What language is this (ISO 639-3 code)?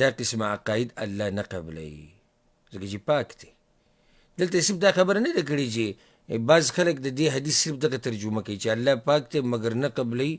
pus